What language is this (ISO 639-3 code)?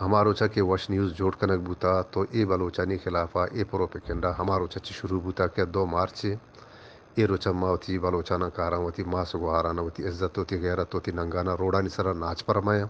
bgp